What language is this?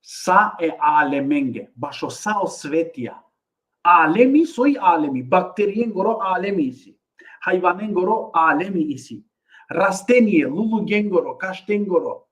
Balkan Romani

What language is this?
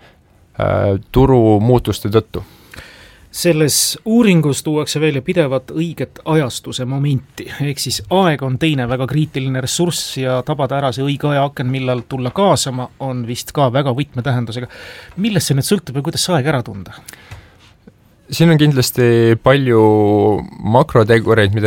Estonian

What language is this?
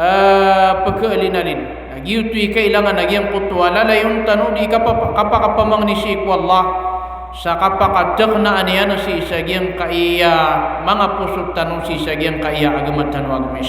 Maranao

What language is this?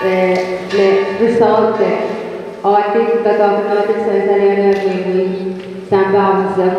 Pohnpeian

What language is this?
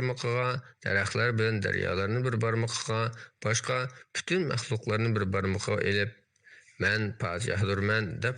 Uyghur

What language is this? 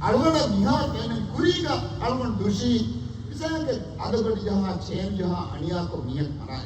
Divehi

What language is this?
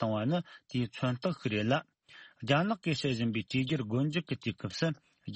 Tibetan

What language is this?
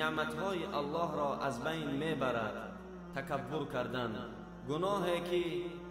Tajik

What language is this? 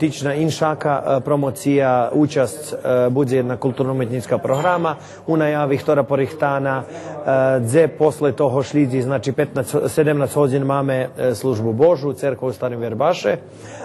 Rusyn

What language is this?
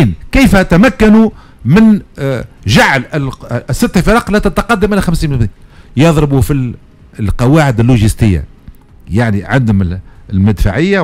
Tunisian Arabic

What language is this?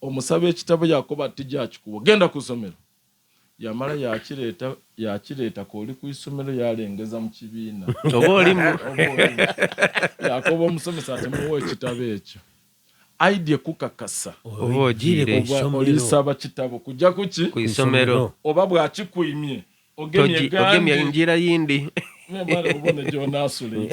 Soga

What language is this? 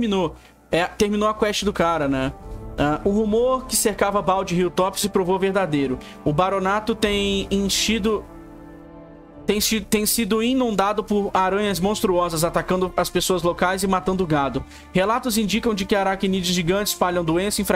Portuguese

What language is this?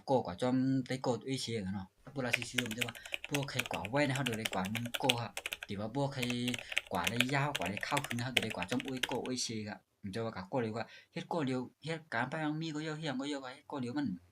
Shan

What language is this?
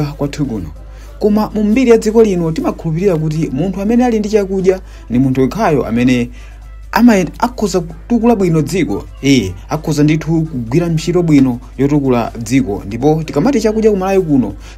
Nyanja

